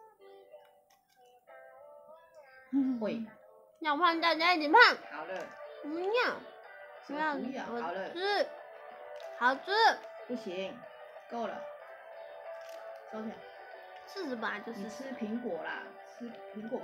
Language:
Chinese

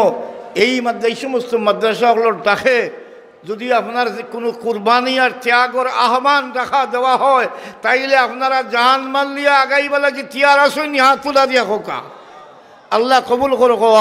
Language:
Sylheti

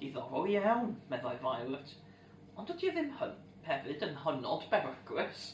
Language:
Welsh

